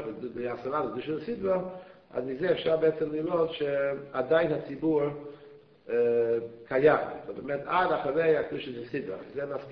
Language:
Hebrew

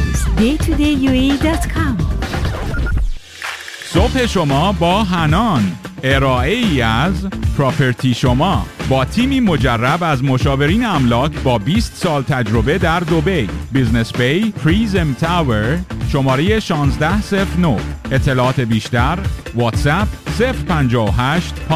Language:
Persian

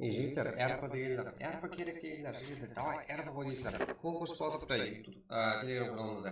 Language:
Kara-Kalpak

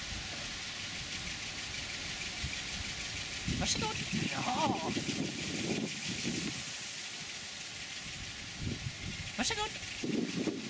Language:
Swedish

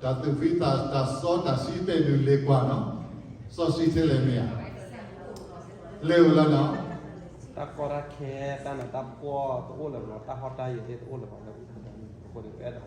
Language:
S'gaw Karen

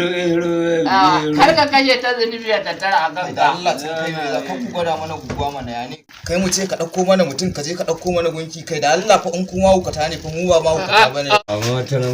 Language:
Hausa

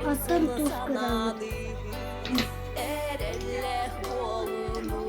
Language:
Yakut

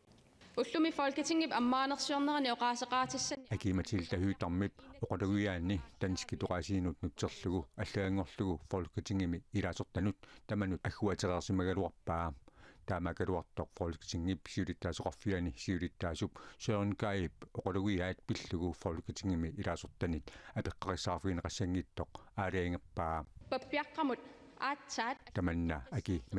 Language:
Kalaallisut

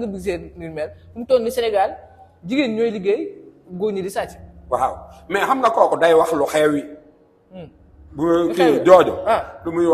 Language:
Wolof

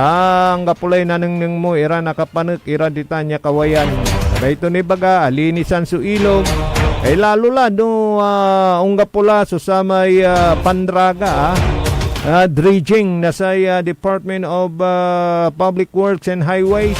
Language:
Pangasinan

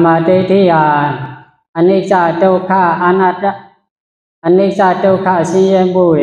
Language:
Shan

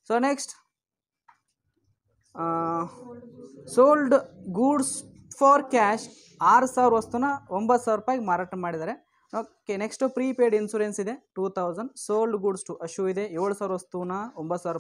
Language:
Kannada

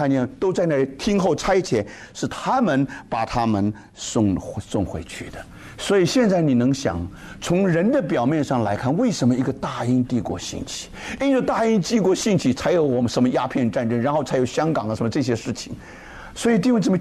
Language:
Chinese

